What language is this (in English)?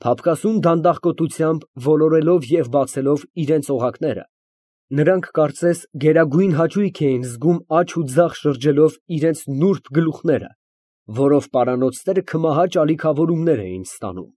Armenian